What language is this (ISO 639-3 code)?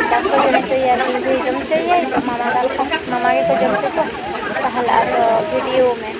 sat